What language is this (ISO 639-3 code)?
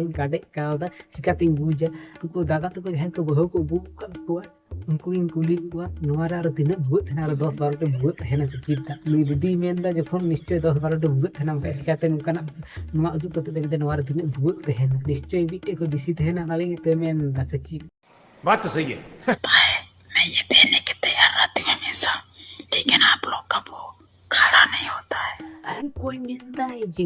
sat